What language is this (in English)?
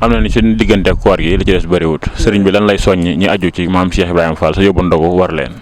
Wolof